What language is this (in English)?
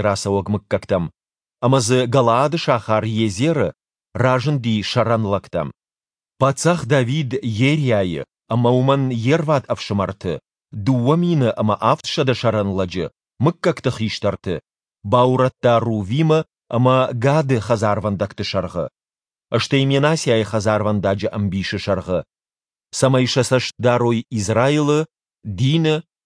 Ossetic